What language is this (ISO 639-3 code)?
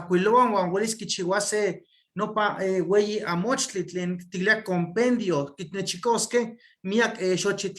nhe